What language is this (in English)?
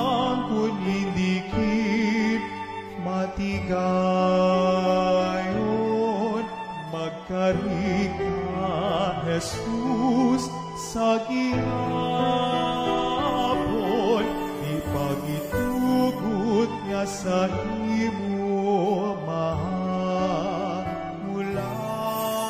Hiligaynon